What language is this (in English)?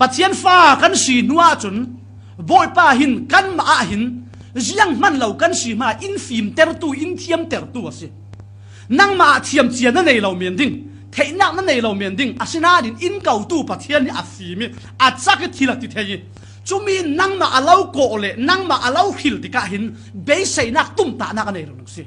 Falam Chin